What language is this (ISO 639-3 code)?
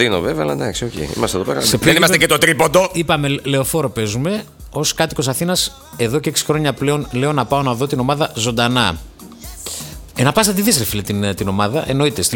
ell